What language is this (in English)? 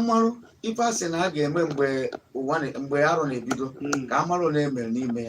Igbo